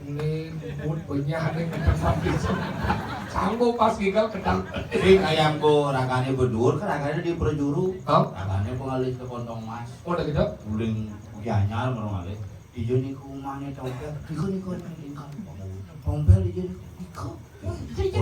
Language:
Balinese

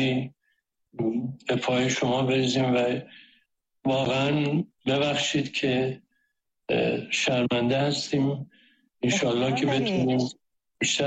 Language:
Persian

